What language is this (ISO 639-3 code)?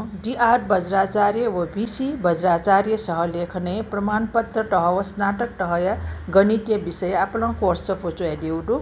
new